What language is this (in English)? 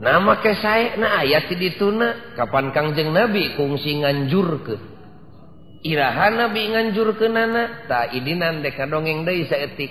Sundanese